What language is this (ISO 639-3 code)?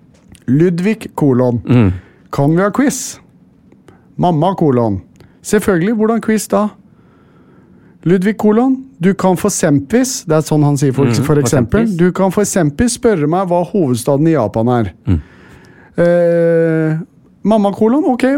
nor